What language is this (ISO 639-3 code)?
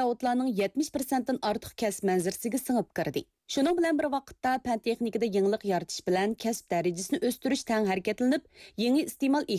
uig